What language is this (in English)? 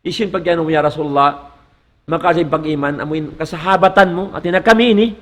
Tausug